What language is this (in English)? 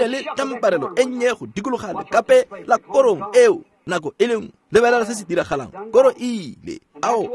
Tswana